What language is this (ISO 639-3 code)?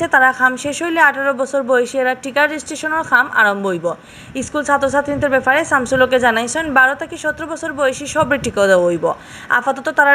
syl